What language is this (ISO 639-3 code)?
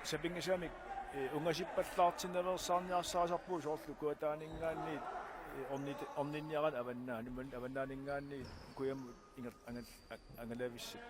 kal